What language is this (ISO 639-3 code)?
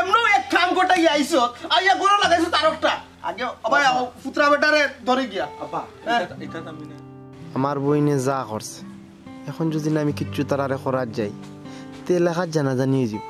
syl